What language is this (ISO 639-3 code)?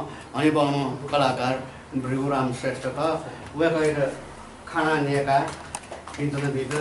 new